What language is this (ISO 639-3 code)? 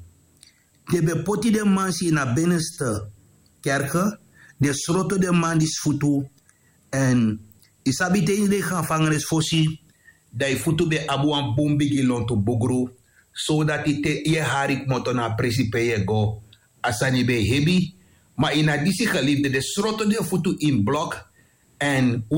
srn